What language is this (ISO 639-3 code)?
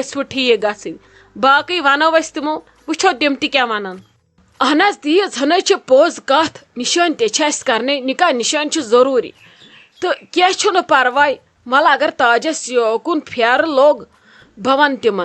kas